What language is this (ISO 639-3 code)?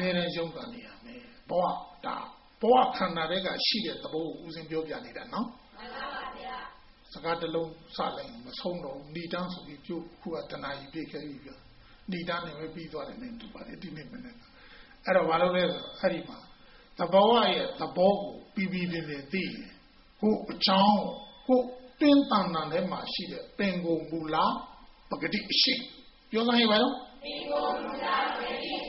mya